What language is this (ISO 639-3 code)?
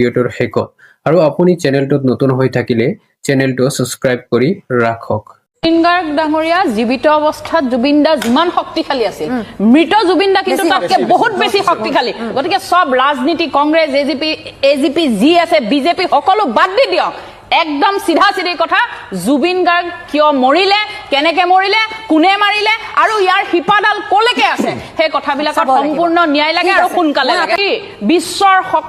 asm